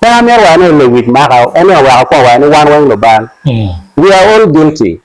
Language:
Acoli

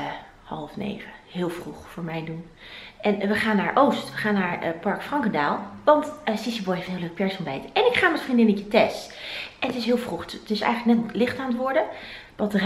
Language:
Dutch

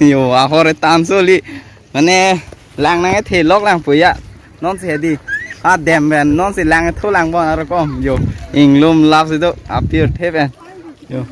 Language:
Karbi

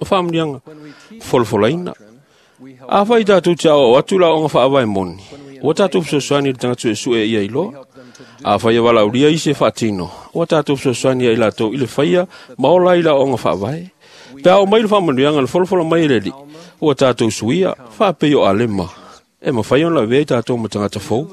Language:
Samoan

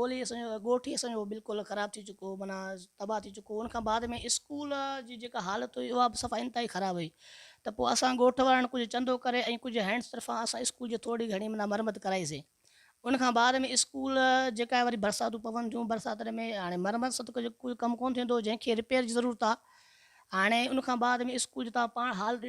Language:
Sindhi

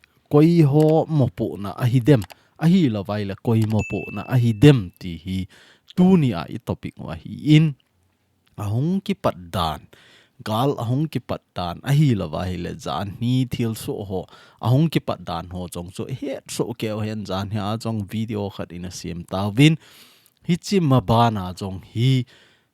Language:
Thado Chin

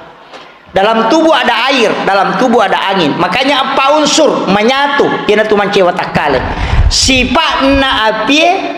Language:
Buginese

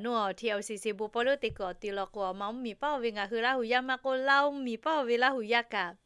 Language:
Lahu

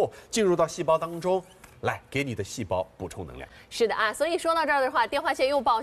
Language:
Chinese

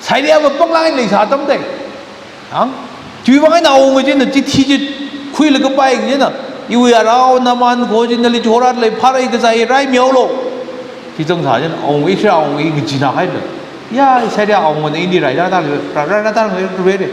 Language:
Tangkhul Naga (India)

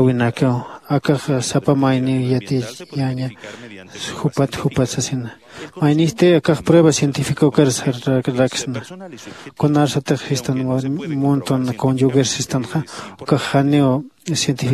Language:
Aymara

